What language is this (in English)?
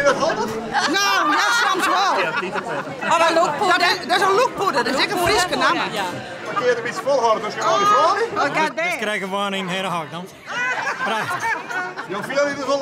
Western Frisian